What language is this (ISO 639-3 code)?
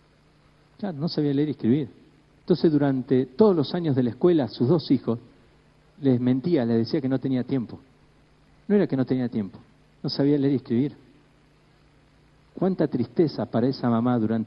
spa